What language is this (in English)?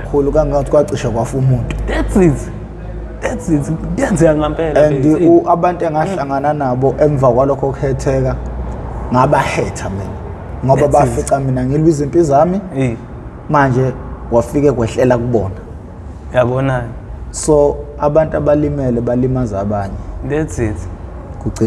Zulu